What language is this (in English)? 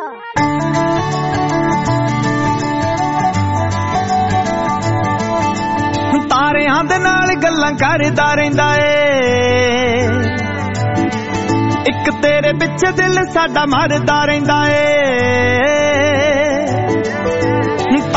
Punjabi